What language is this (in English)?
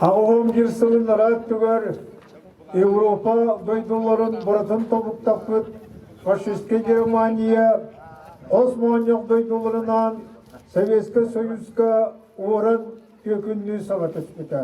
Yakut